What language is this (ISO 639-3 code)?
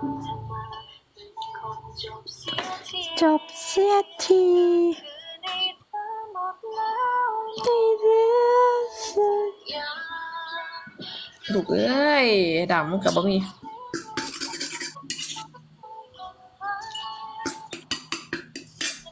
tha